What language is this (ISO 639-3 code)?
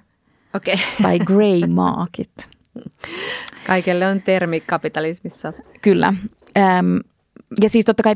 fin